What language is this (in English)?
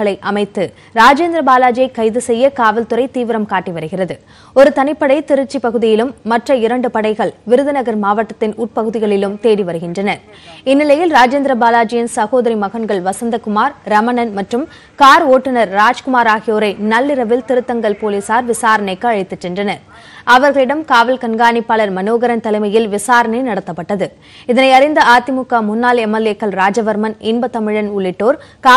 Tamil